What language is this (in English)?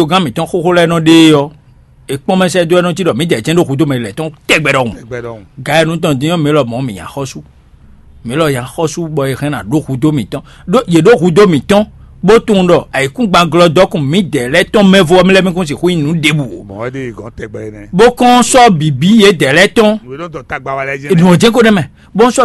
Fon